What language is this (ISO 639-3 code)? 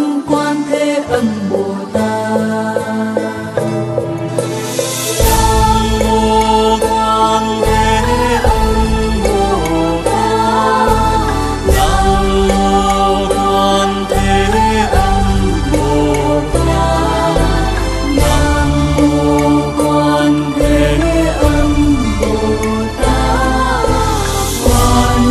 vie